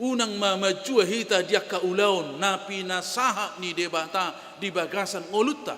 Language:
Batak Toba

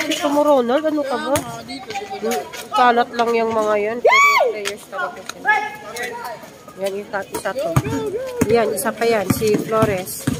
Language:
Filipino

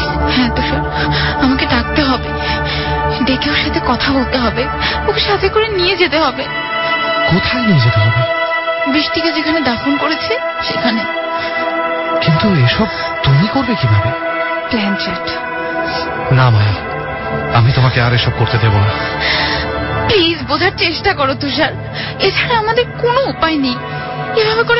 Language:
Bangla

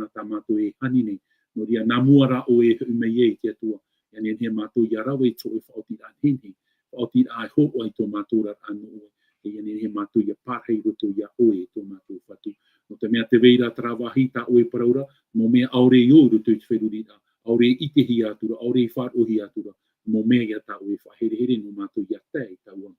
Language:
Tahitian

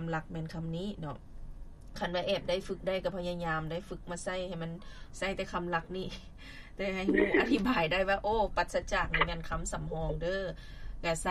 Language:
Lao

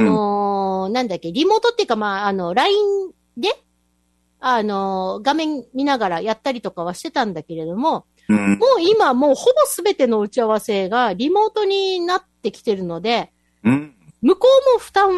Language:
Japanese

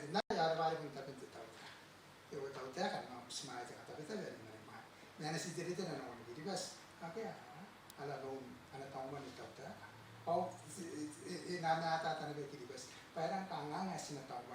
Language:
Gilbertese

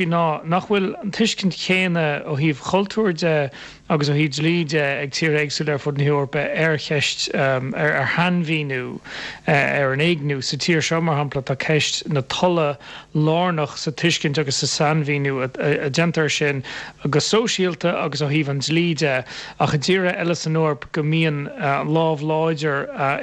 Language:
Irish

